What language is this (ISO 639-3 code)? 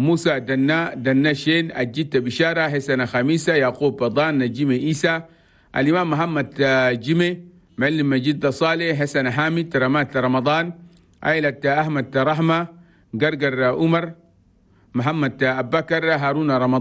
shu